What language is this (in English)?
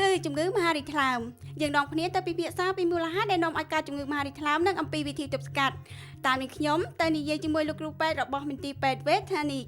Khmer